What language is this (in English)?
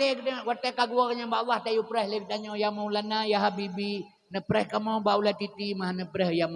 Achinese